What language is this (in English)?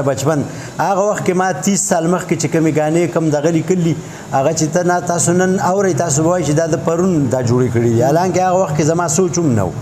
Pashto